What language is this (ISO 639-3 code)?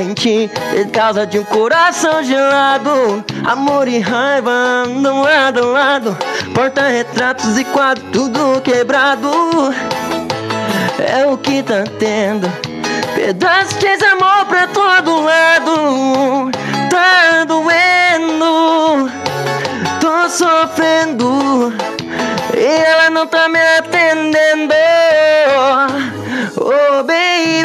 por